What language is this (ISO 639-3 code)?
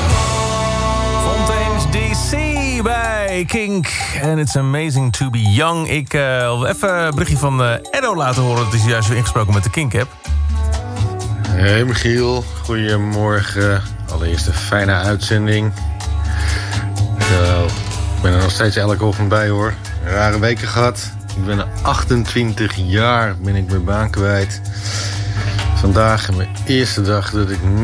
nld